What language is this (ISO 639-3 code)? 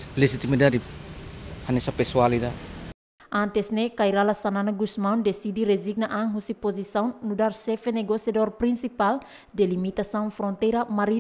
tet